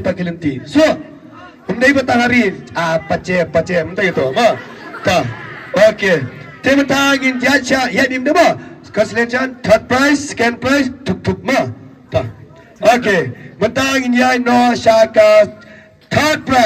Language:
Khasi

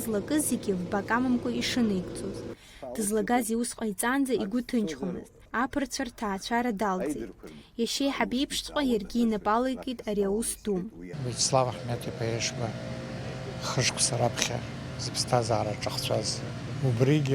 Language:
Abkhazian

